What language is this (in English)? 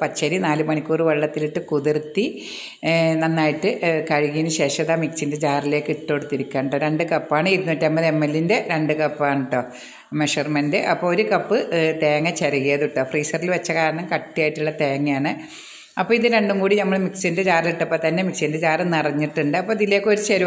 Malayalam